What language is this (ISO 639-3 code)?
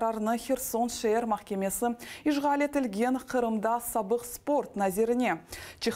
crh